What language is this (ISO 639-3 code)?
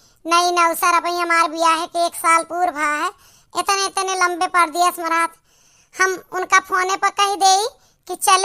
awa